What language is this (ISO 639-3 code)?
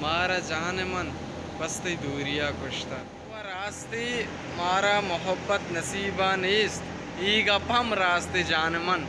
bal